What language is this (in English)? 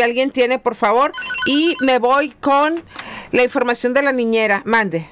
Spanish